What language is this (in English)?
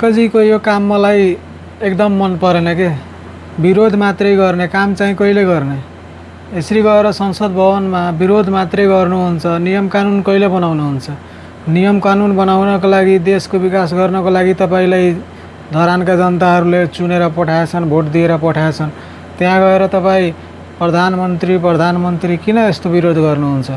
Nepali